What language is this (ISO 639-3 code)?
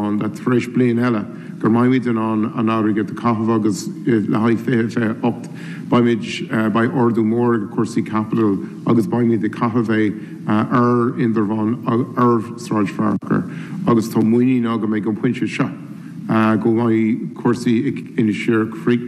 gle